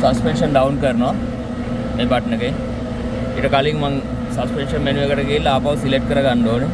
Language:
Sinhala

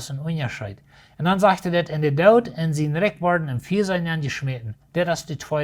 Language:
Plautdietsch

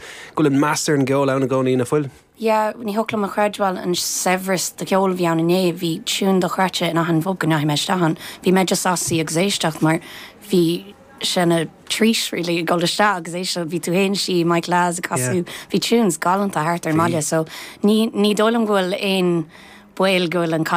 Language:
Irish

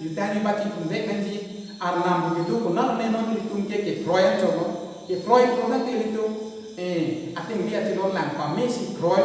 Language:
Karbi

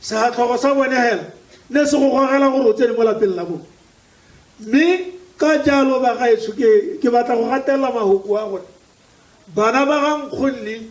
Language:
Tswana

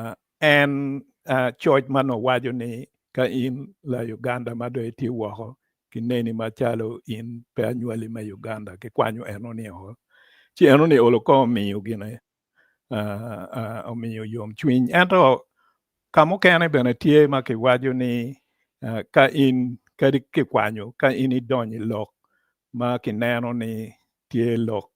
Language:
Acoli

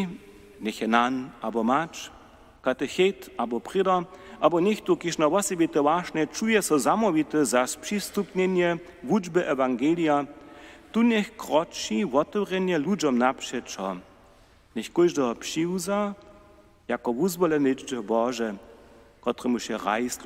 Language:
Upper Sorbian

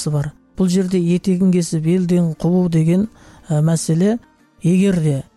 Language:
Kazakh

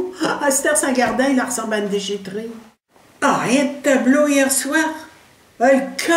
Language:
Picard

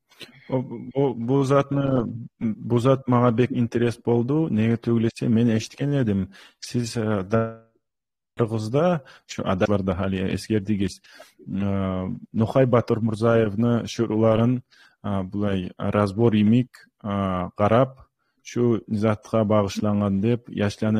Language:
Kumyk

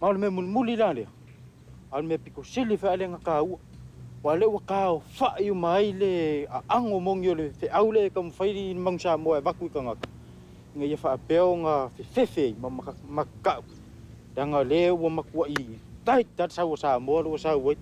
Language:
Samoan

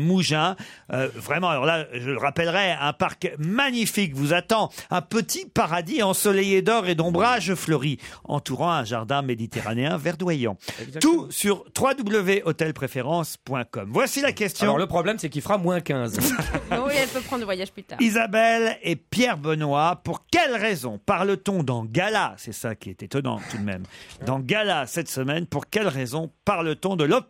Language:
French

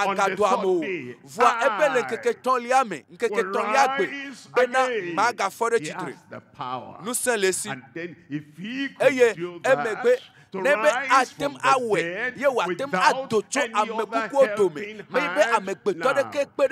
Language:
Ewe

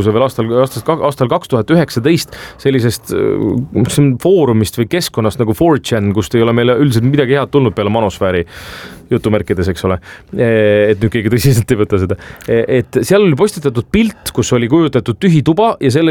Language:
Estonian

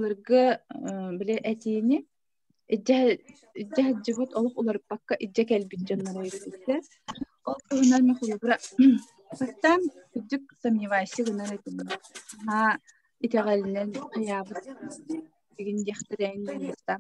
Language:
Yakut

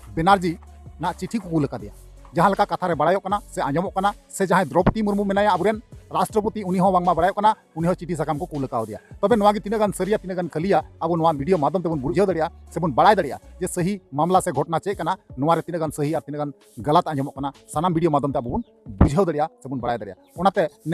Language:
Santali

